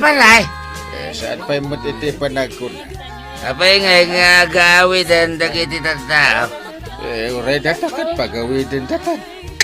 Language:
Iloko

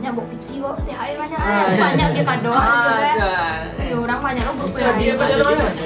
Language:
Minangkabau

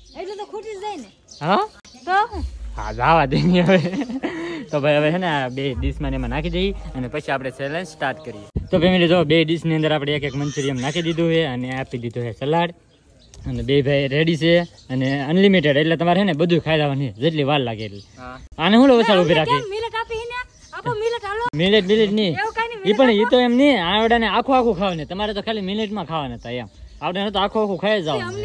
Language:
Gujarati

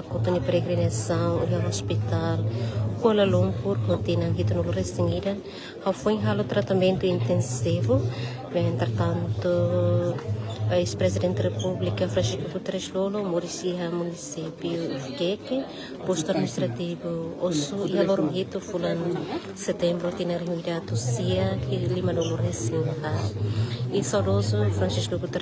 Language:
Tetum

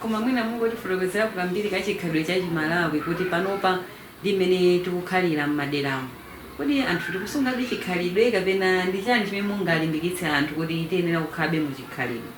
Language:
Nyanja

